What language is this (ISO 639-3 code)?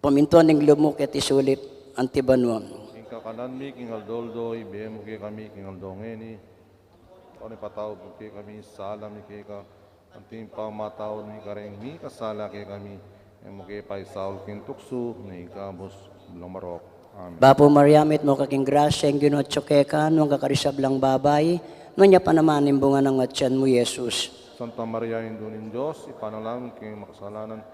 pam